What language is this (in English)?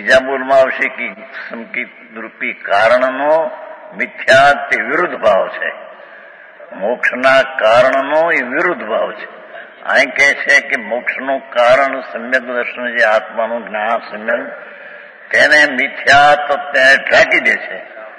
Gujarati